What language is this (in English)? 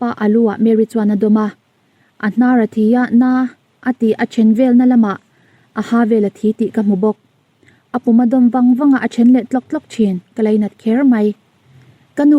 Mizo